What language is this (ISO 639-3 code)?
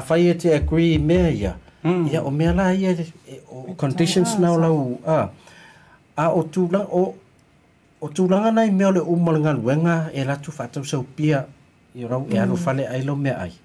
smo